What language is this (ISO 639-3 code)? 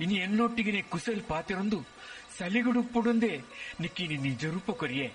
tcy